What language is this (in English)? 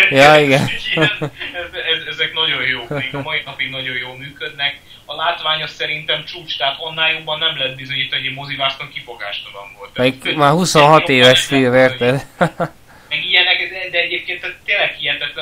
Hungarian